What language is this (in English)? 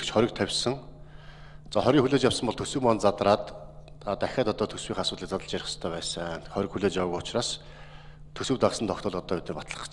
Mongolian